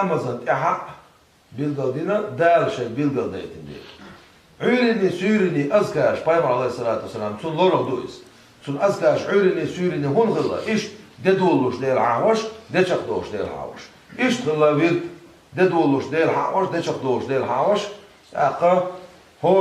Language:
Chechen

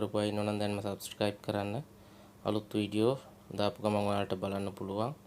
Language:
Sinhala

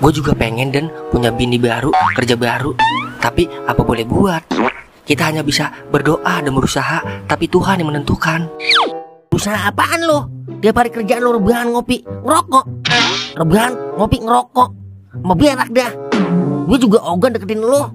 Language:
Betawi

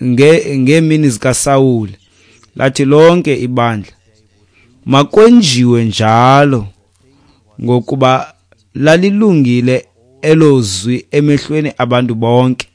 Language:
Xhosa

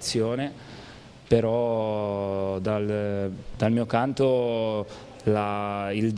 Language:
Italian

